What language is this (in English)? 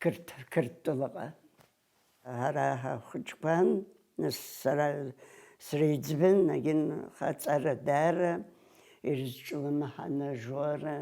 Abkhazian